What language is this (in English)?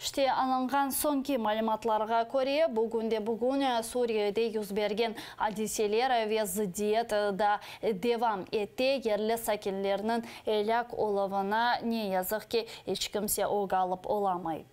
Crimean Tatar